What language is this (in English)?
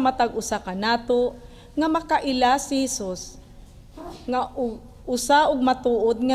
Cebuano